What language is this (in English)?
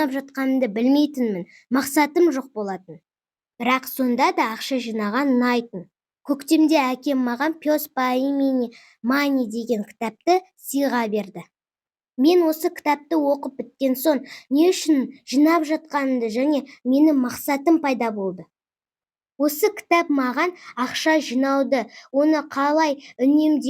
Kazakh